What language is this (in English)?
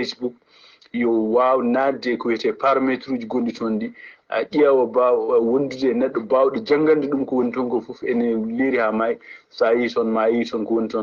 Fula